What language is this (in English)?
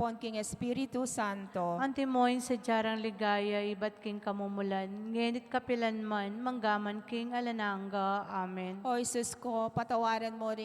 Pampanga